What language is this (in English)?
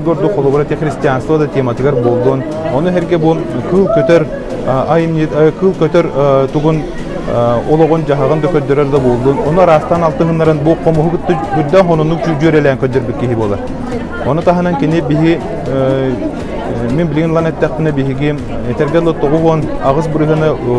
Yakut